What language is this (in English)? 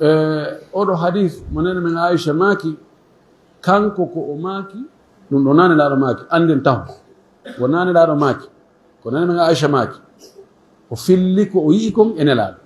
Fula